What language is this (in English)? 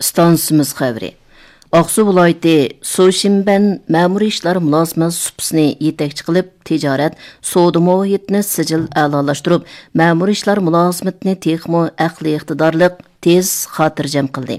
Uyghur